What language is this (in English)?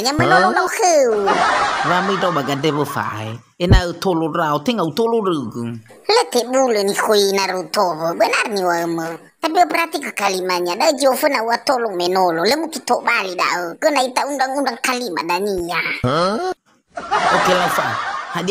Nias